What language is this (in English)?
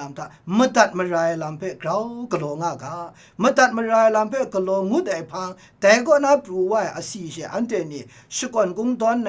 Kachin